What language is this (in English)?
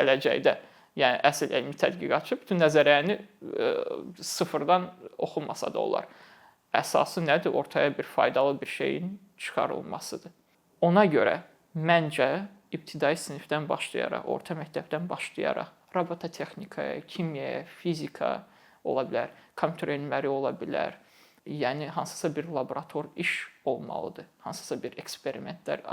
Azerbaijani